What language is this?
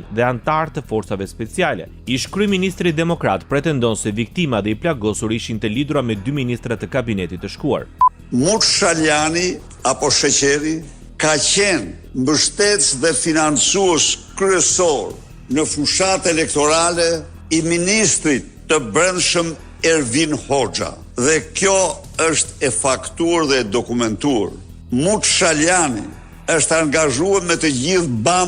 Albanian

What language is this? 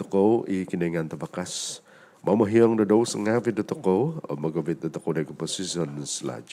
Central Dusun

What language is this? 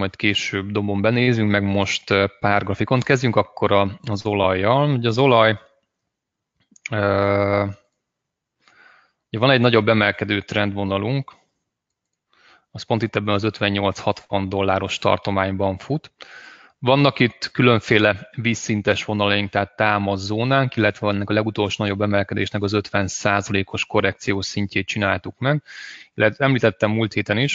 Hungarian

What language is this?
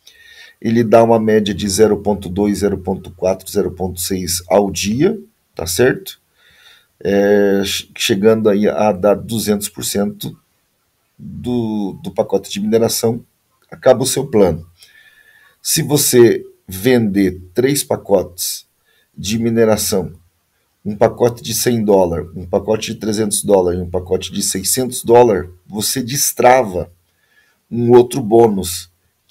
Portuguese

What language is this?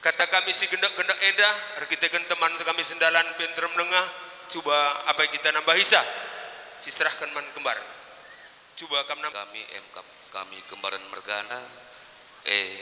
Batak Karo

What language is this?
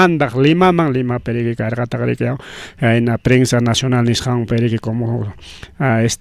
Ayacucho Quechua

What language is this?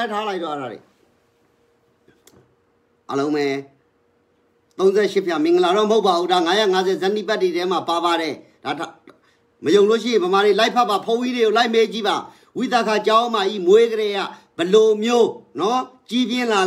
Burmese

